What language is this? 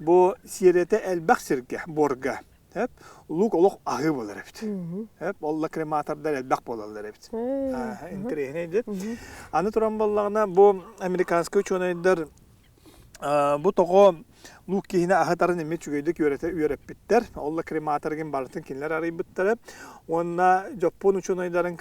Yakut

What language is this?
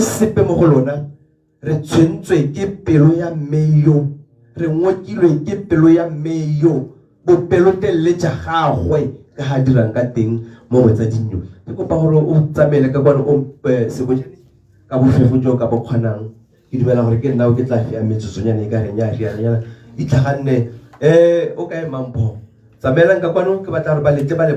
Tswana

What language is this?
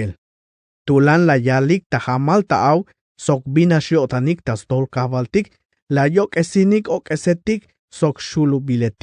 Tzeltal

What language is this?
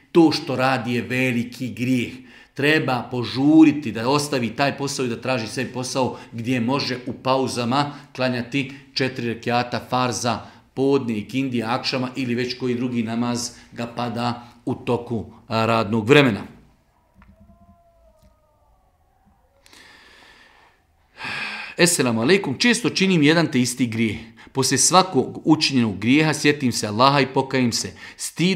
Bosnian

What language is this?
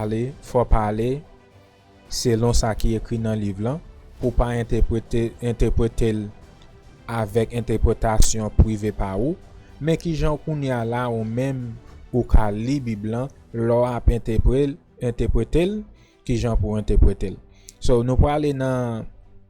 Haitian Creole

